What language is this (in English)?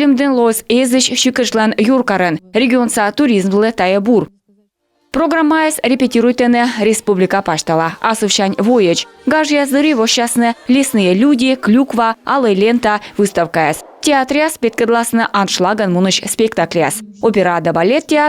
Komi